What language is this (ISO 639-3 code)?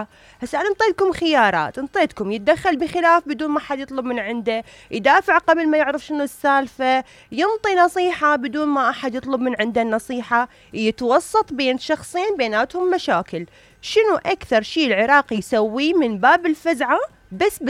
acm